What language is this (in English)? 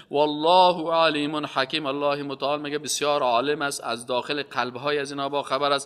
Persian